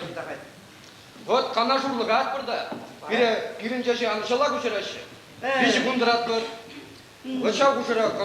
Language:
Chuvash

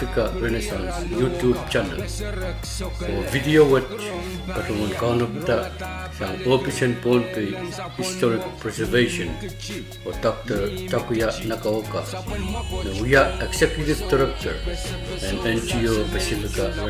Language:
Pohnpeian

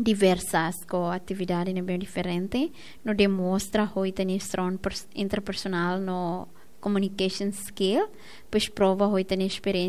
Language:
Tetum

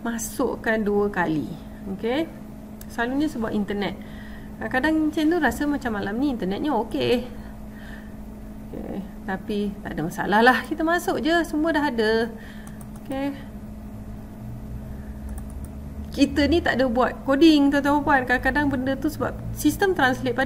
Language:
Malay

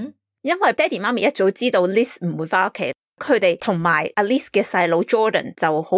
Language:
Cantonese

